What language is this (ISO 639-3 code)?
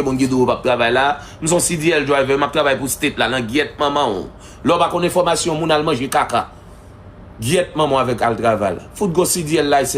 hat